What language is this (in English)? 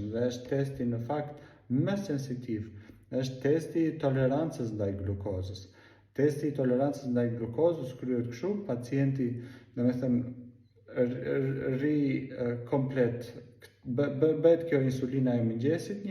Albanian